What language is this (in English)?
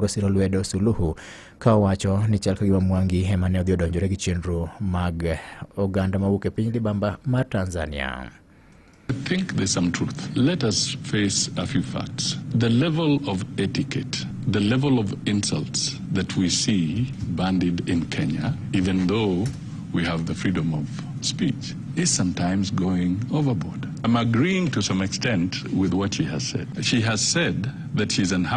Luo (Kenya and Tanzania)